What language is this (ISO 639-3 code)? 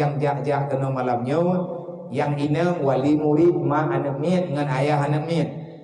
ace